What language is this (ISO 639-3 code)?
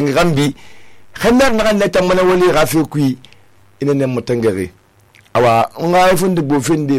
sus